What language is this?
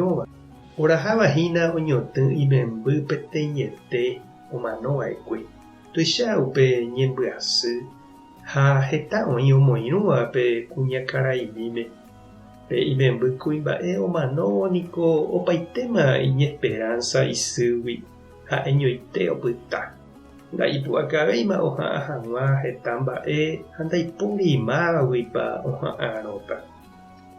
Guarani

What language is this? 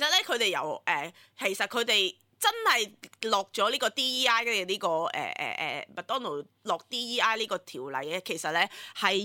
Cantonese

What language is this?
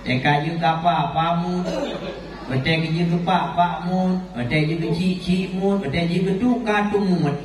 Achinese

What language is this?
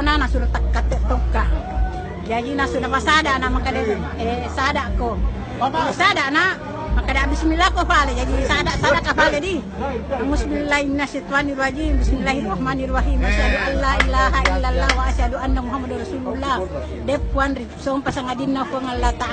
Buginese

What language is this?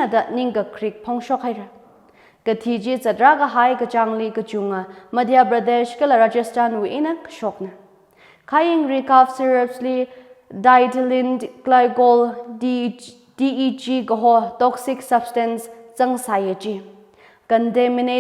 Tangkhul Naga (India)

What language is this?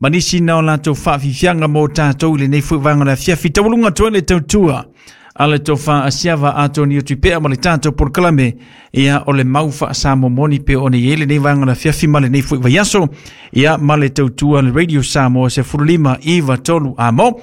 Samoan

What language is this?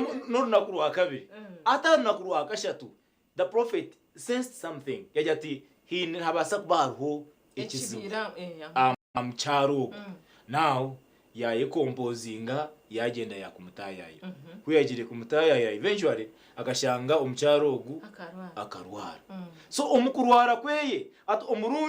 Nyankole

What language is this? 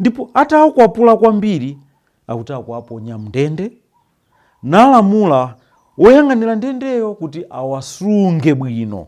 Nyanja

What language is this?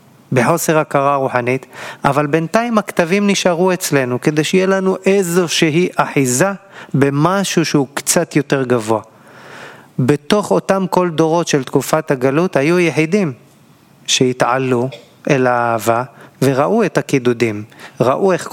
Hebrew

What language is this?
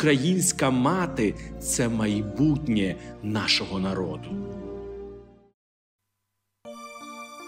Ukrainian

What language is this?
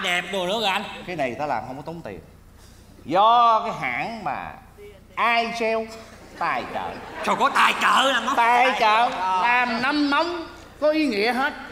Vietnamese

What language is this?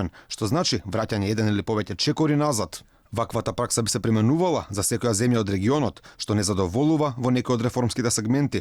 Macedonian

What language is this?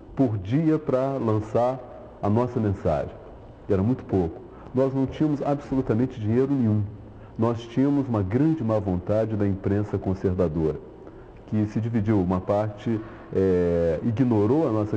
Portuguese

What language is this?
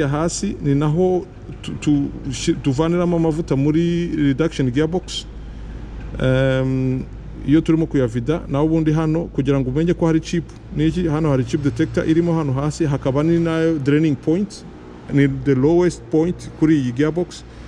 Kinyarwanda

